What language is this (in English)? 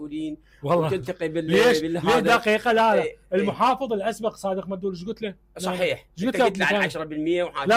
Mesopotamian Arabic